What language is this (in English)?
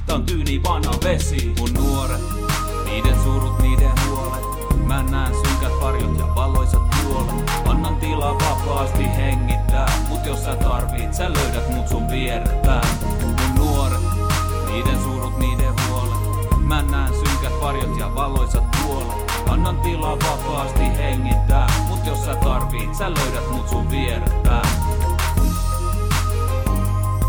Finnish